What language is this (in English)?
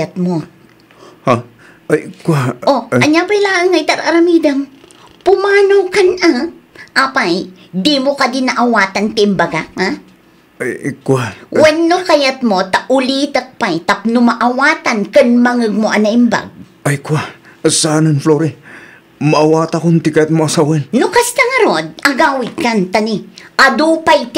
Iloko